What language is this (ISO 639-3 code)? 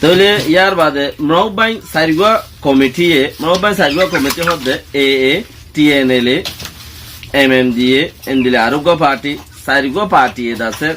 rhg